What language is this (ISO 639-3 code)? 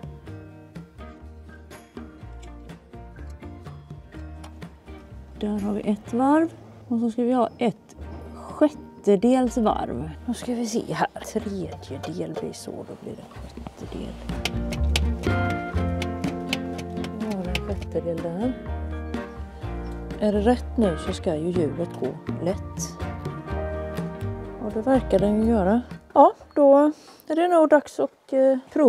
swe